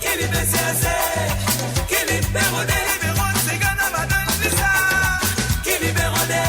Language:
Morisyen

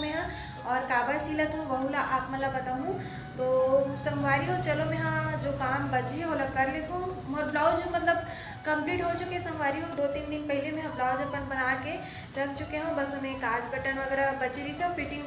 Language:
Chhattisgarhi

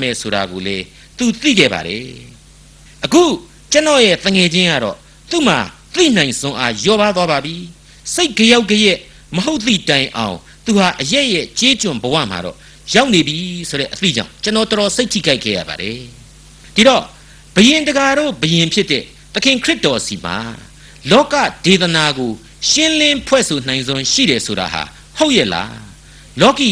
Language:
Burmese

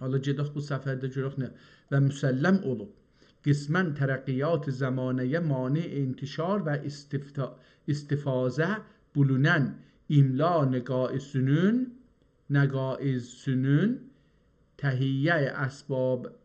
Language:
South Azerbaijani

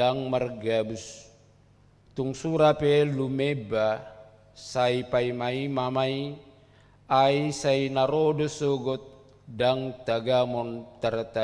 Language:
Batak Toba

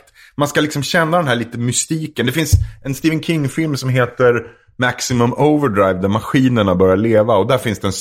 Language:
Swedish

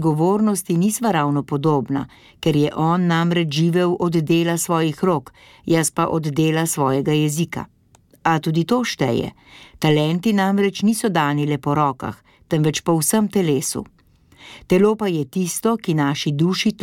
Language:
Slovenian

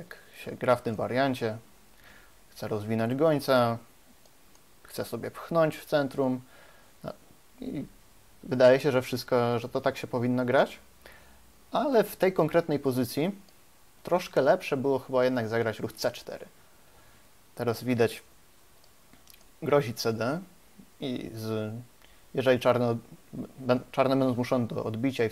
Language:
Polish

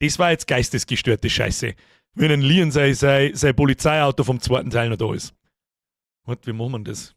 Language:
Bavarian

